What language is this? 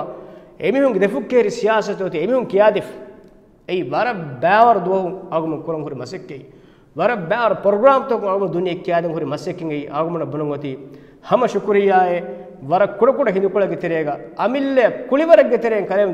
Divehi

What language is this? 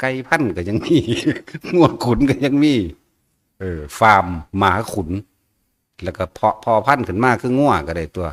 Northeastern Thai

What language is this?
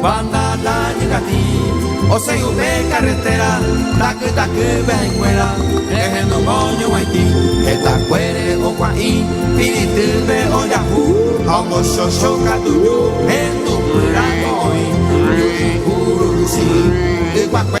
Guarani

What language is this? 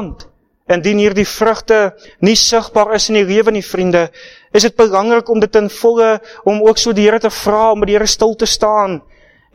Afrikaans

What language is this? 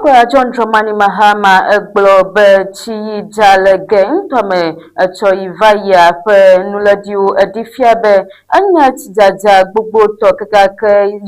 Ewe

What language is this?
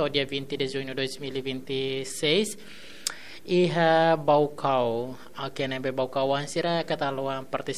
Tetum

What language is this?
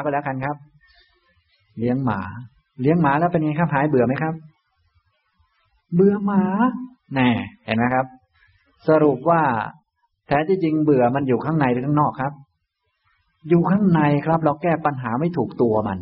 Thai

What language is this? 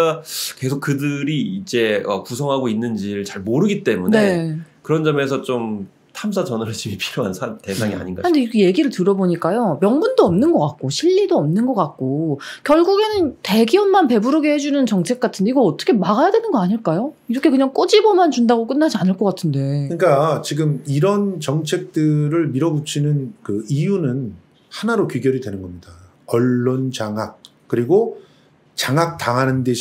Korean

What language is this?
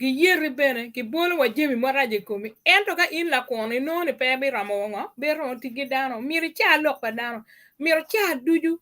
Acoli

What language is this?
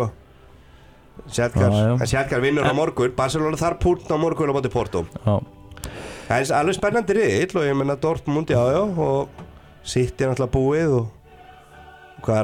Icelandic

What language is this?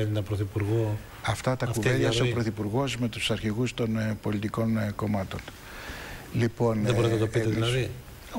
Greek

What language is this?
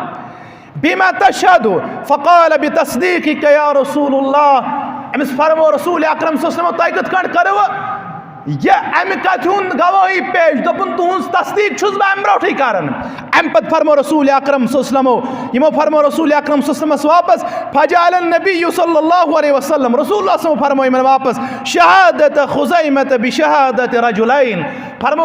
Kashmiri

